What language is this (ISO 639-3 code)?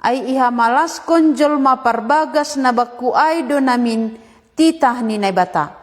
bts